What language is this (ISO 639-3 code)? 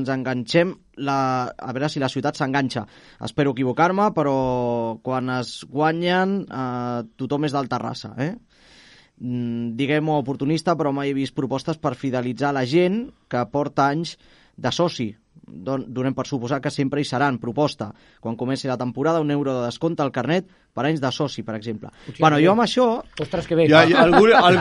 cat